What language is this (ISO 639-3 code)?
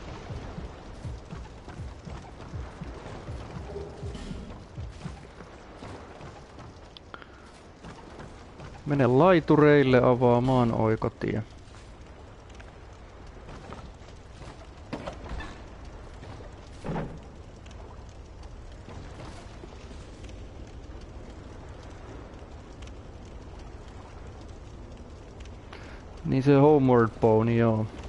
fin